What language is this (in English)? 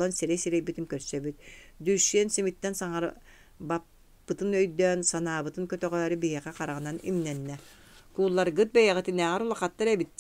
Yakut